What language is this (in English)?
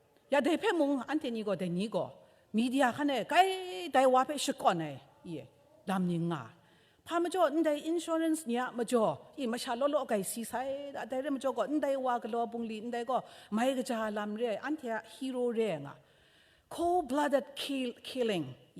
Kachin